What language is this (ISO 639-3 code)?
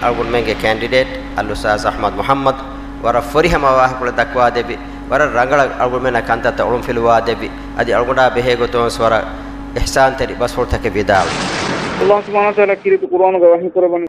div